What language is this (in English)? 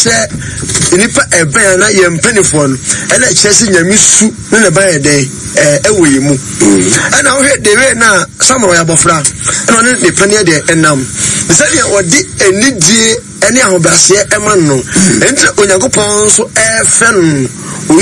Akan